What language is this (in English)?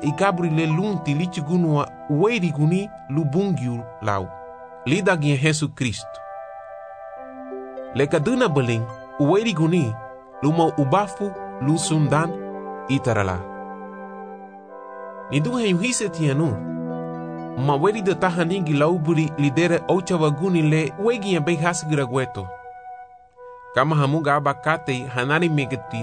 Garifuna